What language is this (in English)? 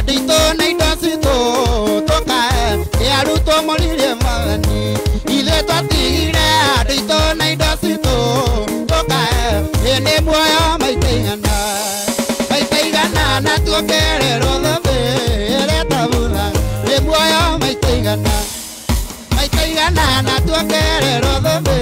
Kikuyu